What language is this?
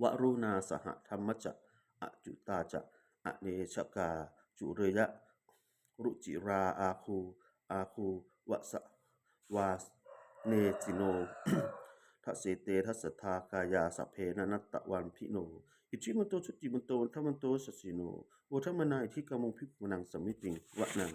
Pali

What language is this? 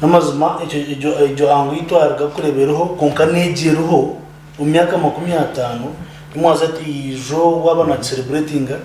Nyankole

